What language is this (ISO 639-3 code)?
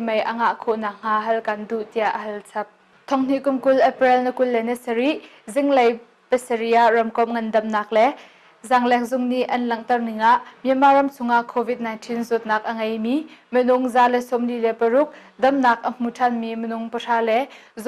cnh